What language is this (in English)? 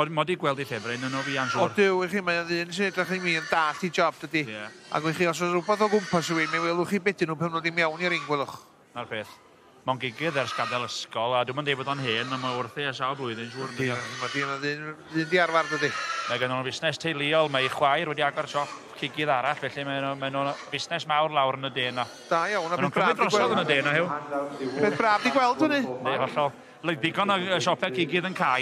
Welsh